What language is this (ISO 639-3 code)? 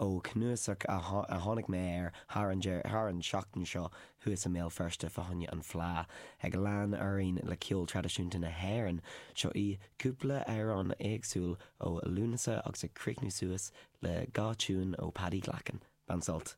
gle